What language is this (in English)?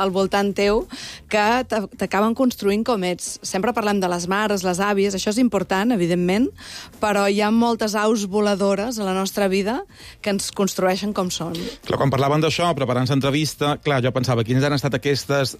Catalan